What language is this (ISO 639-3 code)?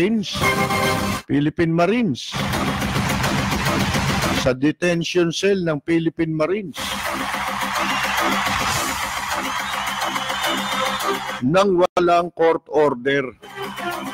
fil